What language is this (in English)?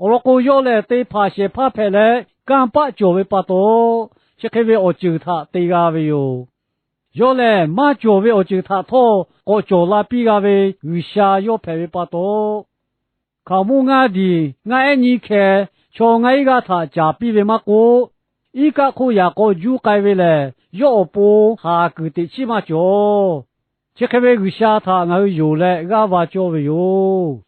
Lahu